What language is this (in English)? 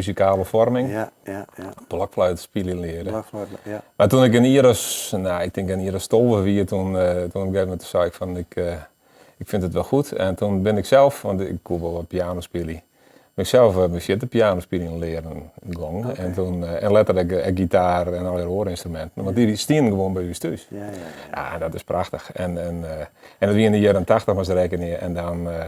Western Frisian